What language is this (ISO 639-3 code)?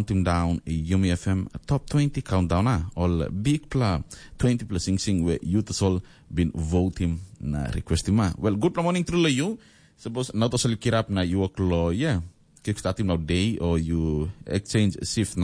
tpi